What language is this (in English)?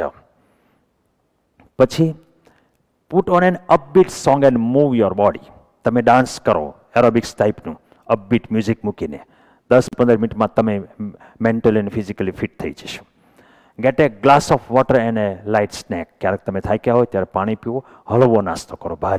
Gujarati